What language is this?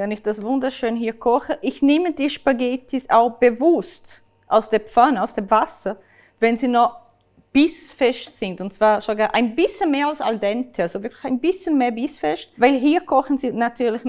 Swiss German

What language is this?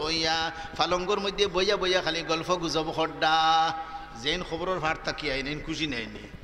Sylheti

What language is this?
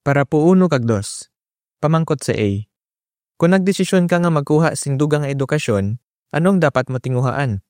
Hiligaynon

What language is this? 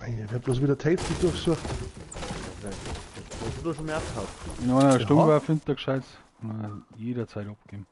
Bavarian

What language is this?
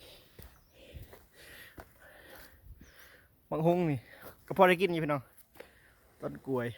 Lao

